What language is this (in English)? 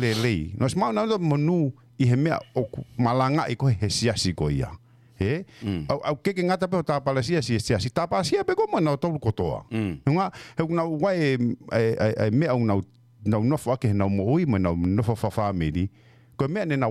Tongan